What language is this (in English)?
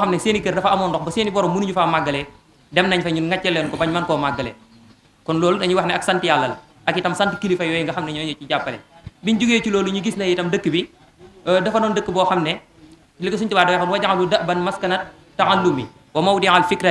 Wolof